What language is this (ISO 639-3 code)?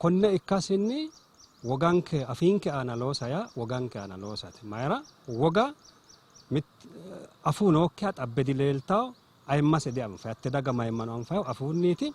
sid